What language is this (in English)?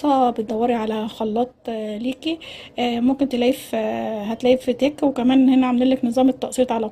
Egyptian Arabic